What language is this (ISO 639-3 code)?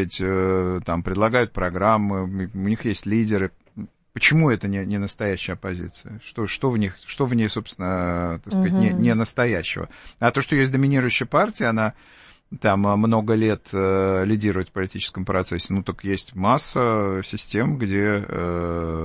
rus